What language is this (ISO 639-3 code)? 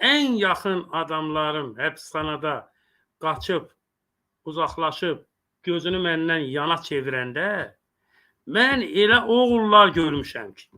aze